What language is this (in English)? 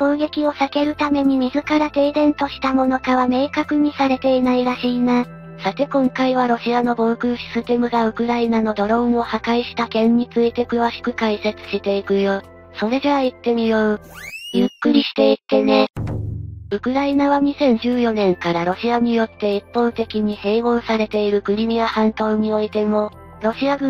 Japanese